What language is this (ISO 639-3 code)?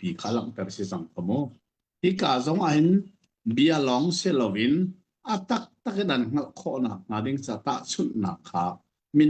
cnh